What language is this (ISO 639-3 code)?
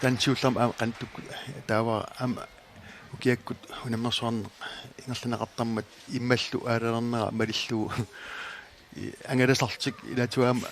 kal